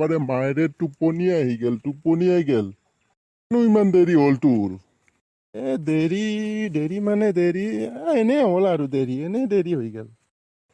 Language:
Assamese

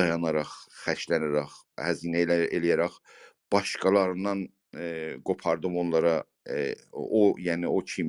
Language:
South Azerbaijani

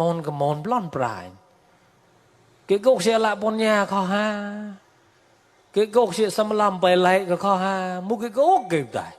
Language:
Mon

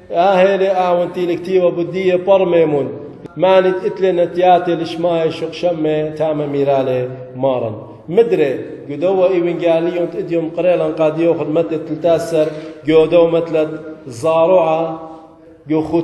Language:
Assyrian Neo-Aramaic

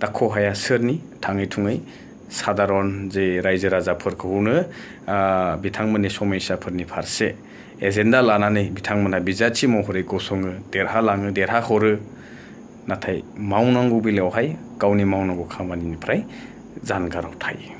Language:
Bodo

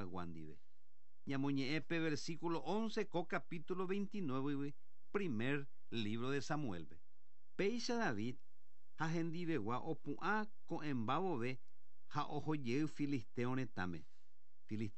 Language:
Guarani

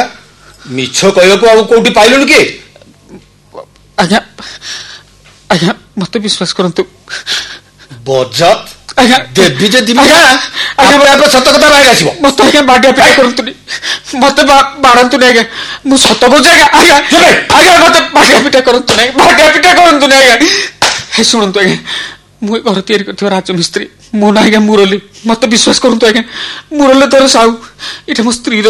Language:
Odia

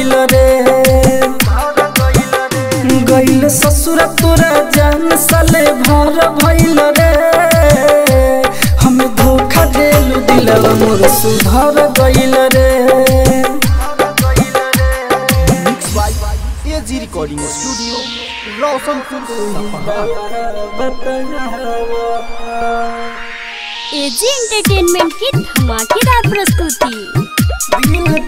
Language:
Bhojpuri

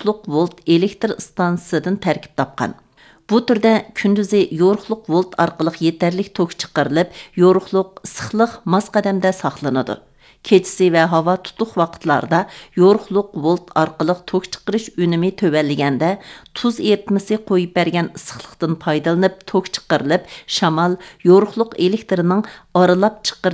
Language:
Uyghur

